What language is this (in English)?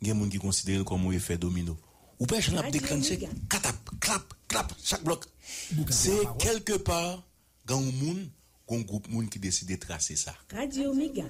Haitian Creole